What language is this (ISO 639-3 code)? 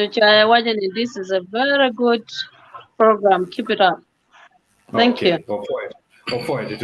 ach